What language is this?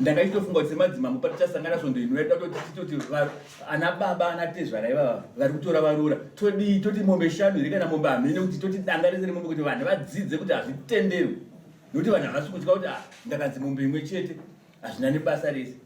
Shona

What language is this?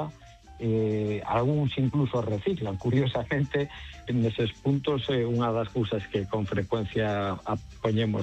Galician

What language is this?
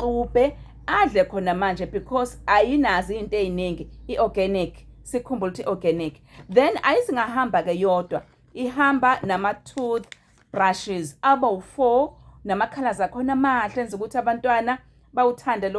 Zulu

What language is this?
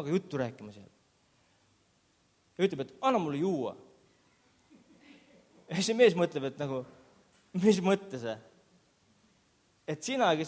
Estonian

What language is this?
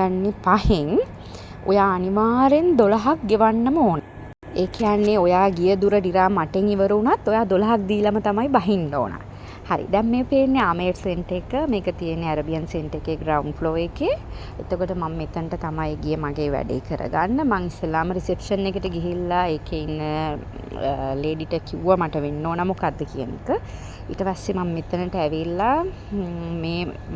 Sinhala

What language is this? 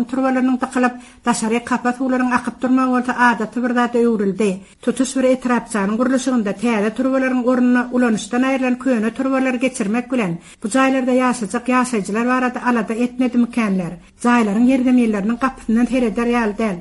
Turkmen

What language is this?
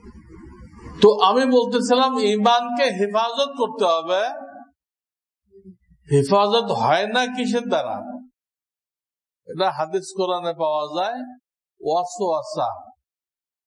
Bangla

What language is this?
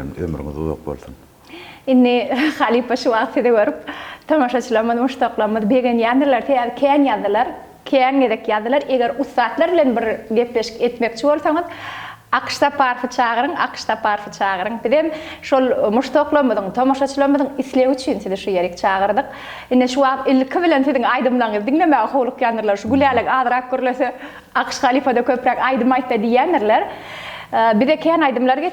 Turkmen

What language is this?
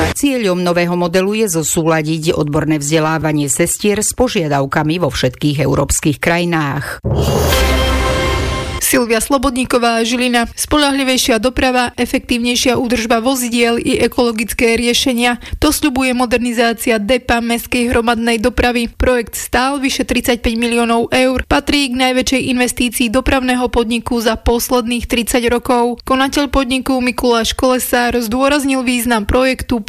Slovak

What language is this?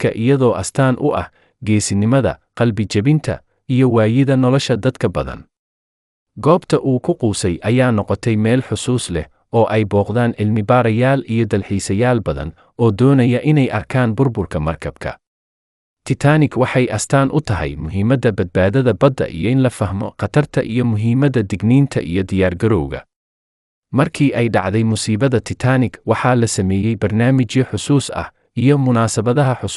Somali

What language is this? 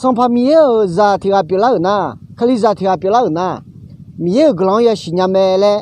Akha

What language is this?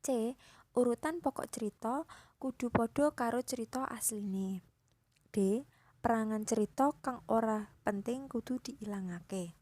Javanese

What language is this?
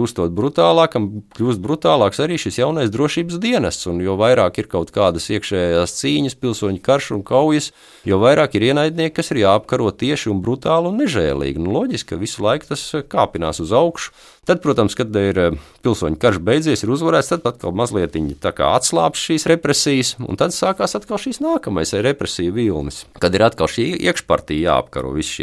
Latvian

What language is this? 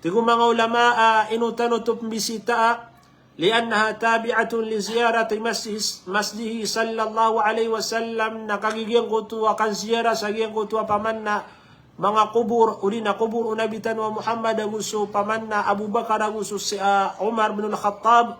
Maranao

